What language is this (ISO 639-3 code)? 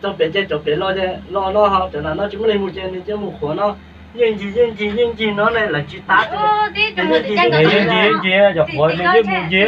hmn